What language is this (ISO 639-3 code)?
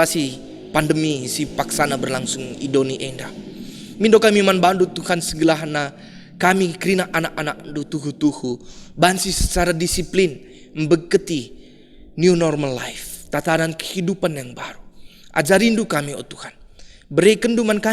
btx